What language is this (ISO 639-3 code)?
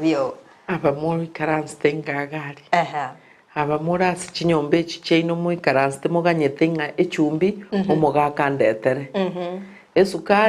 guz